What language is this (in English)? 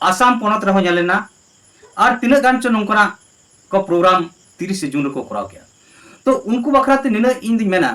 Santali